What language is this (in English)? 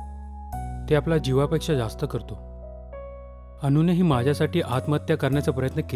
Marathi